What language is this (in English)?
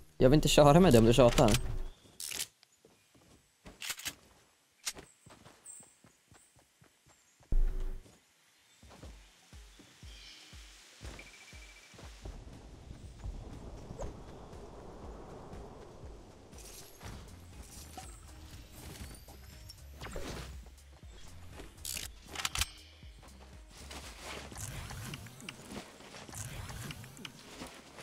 Swedish